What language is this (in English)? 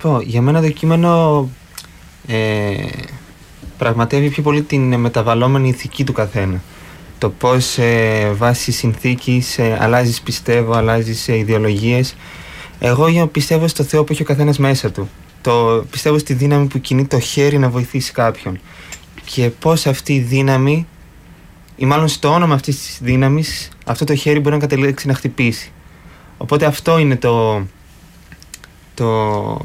Greek